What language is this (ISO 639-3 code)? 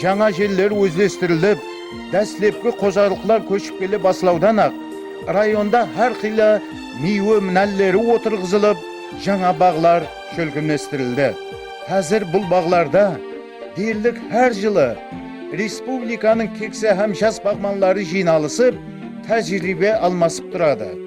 kaa